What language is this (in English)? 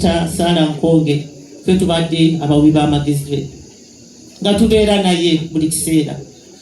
Ganda